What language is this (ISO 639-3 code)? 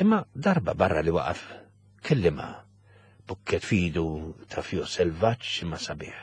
mlt